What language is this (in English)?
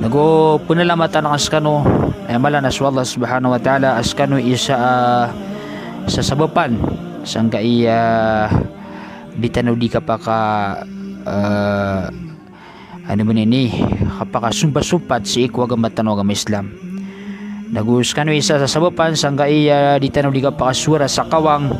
Maranao